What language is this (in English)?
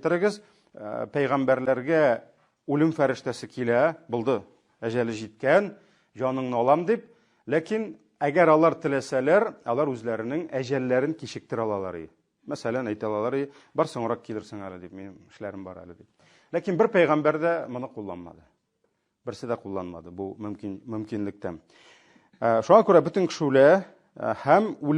Tatar